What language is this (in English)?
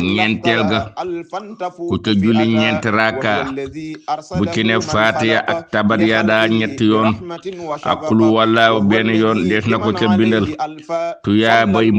Wolof